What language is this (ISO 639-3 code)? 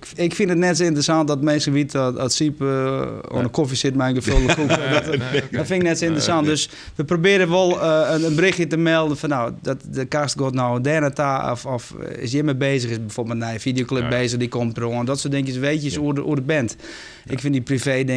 fry